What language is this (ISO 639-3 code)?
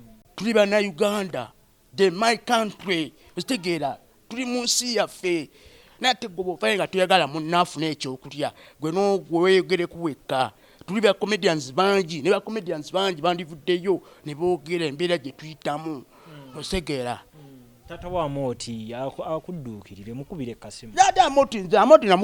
lug